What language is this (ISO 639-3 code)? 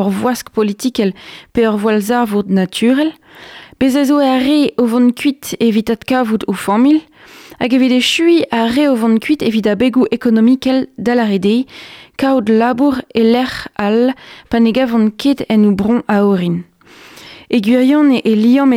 bre